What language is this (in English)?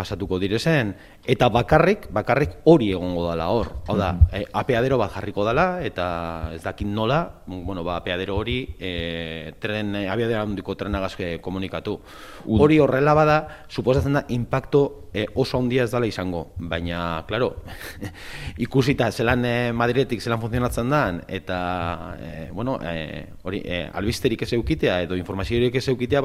Basque